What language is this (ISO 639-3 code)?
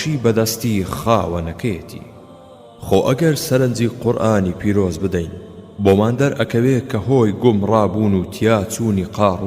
ckb